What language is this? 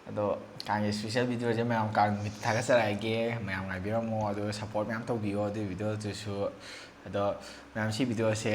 Manipuri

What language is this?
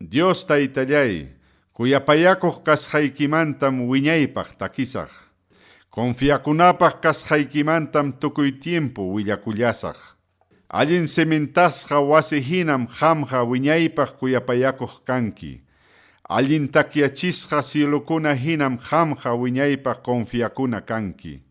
Ayacucho Quechua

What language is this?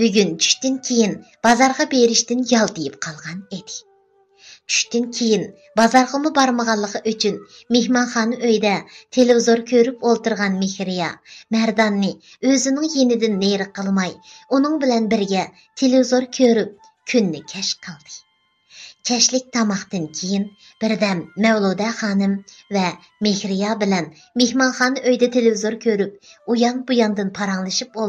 Uyghur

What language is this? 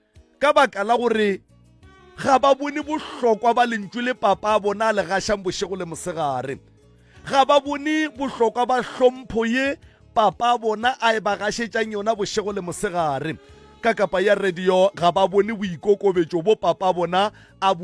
Northern Sotho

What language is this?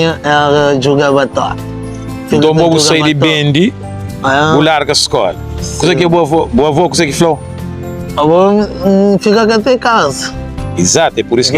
Kabuverdianu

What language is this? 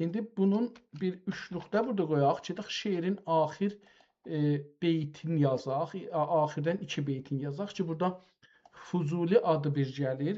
South Azerbaijani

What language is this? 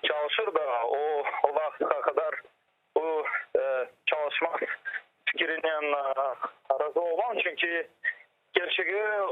Crimean Tatar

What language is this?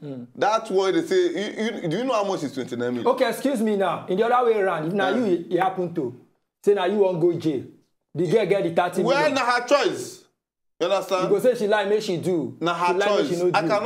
Nigerian Pidgin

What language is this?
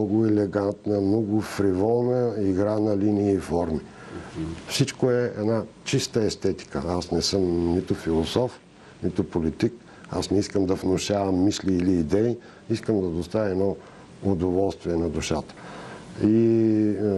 Bulgarian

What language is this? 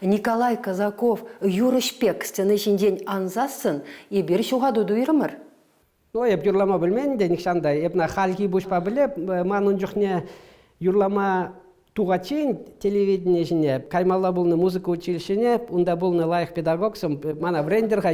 Chuvash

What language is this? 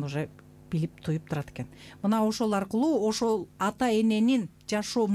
Kyrgyz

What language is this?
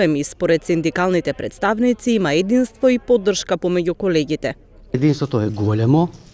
Macedonian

